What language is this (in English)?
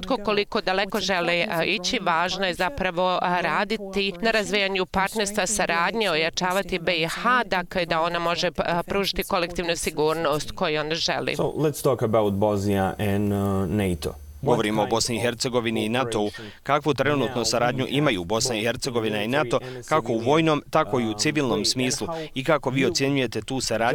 Bosnian